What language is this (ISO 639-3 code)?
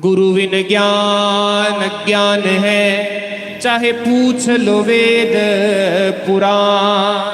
doi